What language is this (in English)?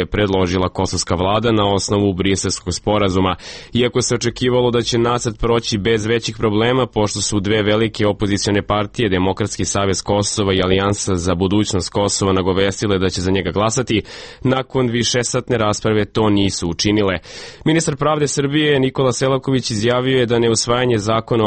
Serbian